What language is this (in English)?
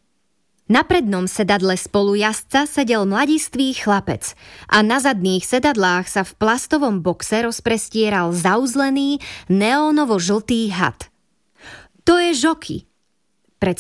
Slovak